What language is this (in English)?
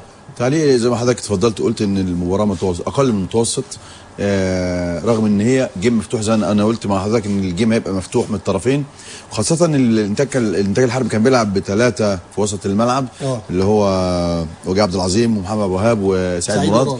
Egyptian Arabic